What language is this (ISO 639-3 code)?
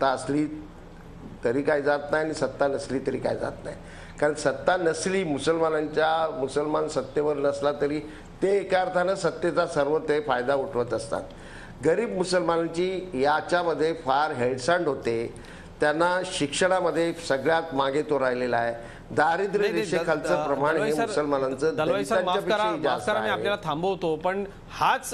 mar